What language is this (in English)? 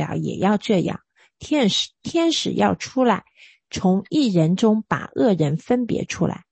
Chinese